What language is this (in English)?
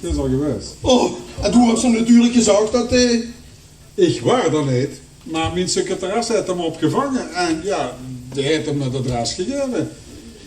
Limburgish